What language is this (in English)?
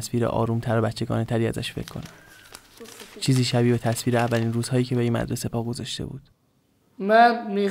Persian